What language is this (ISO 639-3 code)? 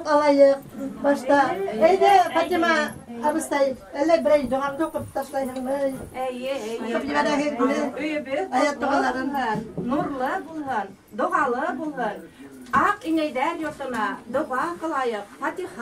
bak